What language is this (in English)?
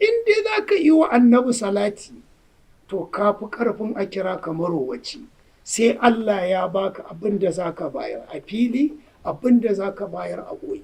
Hausa